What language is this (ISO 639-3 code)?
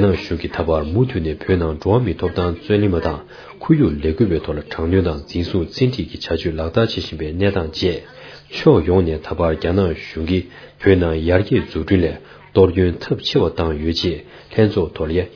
bod